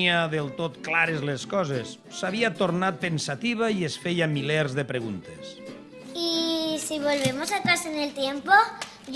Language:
Catalan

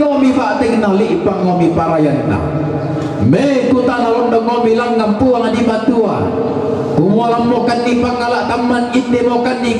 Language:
Toraja-Sa'dan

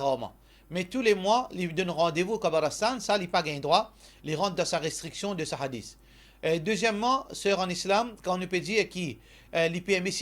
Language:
Morisyen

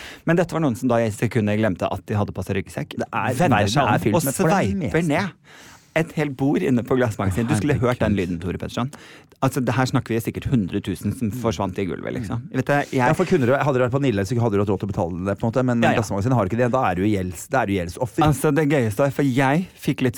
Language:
Norwegian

